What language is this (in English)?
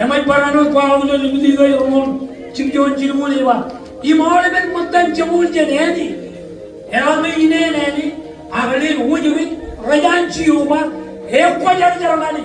Marshallese